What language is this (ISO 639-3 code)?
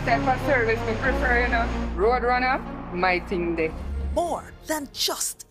jam